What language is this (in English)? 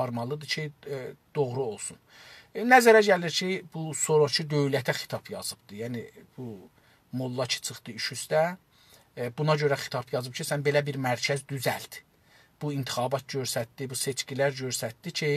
South Azerbaijani